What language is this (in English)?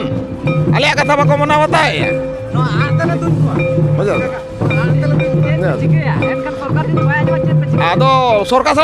Santali